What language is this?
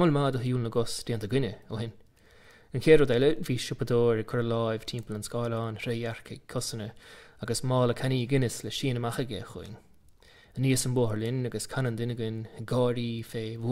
Irish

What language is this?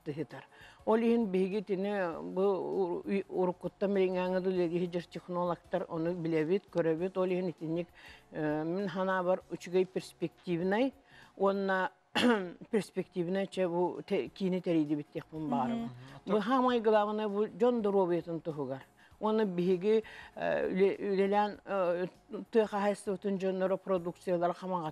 Yakut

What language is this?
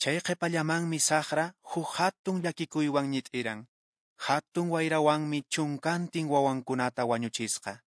Quechua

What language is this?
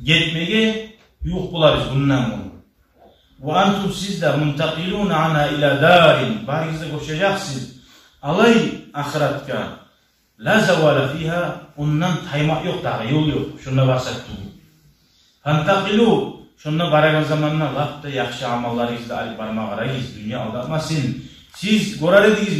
Kumyk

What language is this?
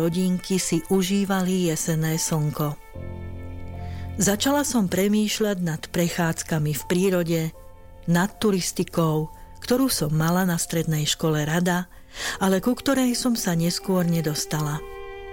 Slovak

